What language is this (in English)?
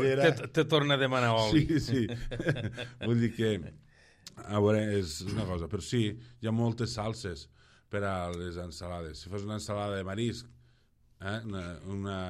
Catalan